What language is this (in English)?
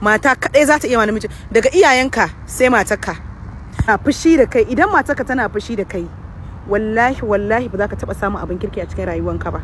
Hausa